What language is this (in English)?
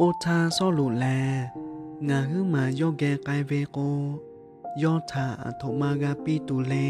Lahu